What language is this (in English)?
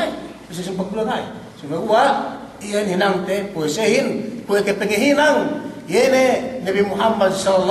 Yakan